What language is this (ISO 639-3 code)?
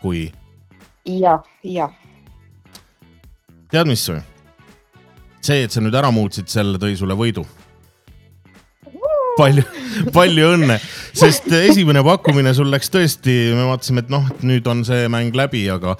est